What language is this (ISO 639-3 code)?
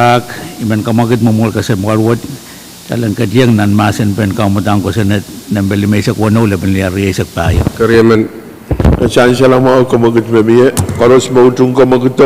pon